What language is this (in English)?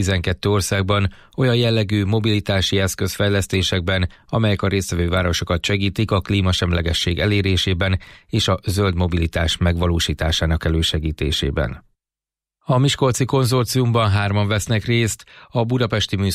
Hungarian